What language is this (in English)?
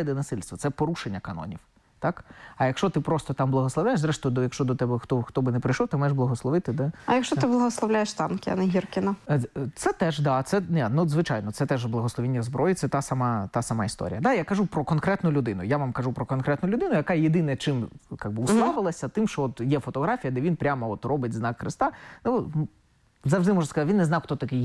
Ukrainian